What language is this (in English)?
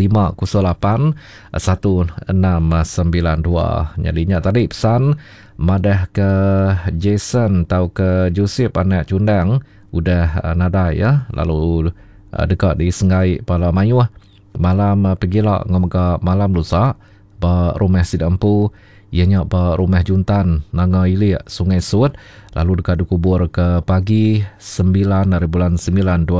Iban